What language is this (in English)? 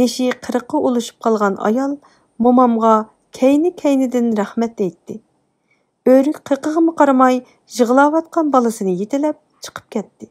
Uyghur